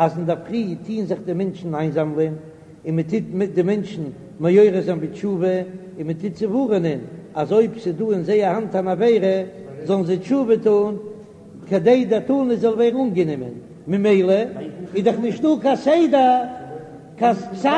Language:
Yiddish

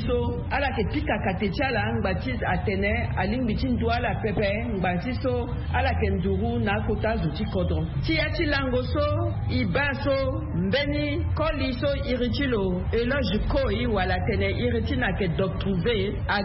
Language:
Sango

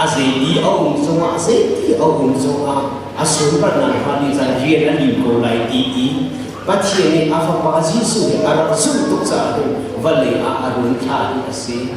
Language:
Hakha Chin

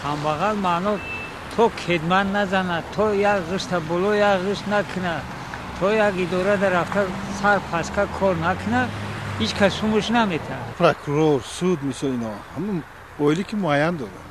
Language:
Tajik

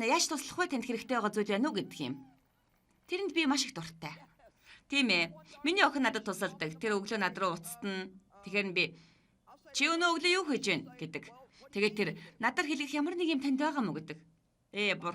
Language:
Mongolian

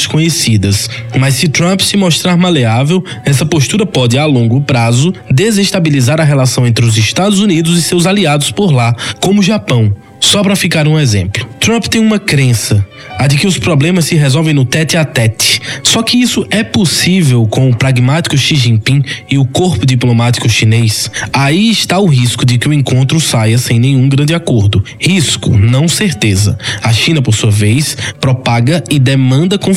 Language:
Portuguese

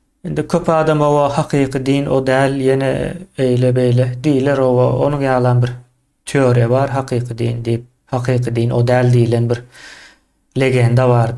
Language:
Turkmen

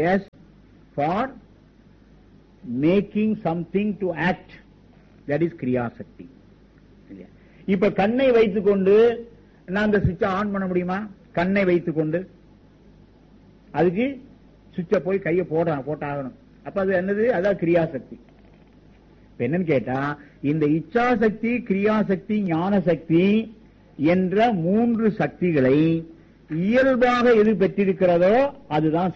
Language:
Tamil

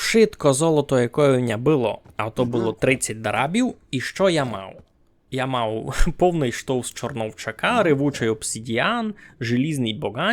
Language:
Rusyn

